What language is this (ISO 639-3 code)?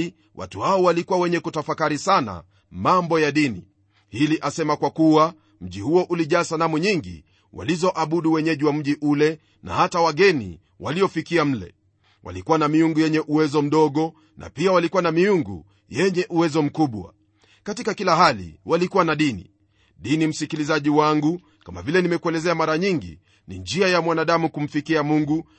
swa